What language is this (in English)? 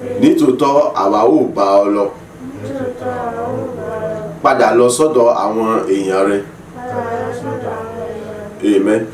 Yoruba